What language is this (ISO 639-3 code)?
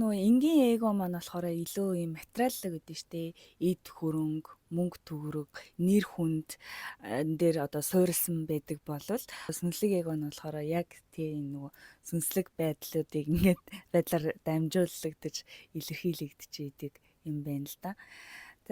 mon